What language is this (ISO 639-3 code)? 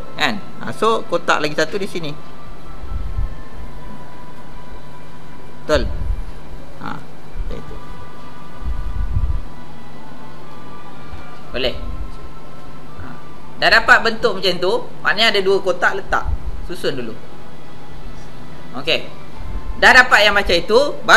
msa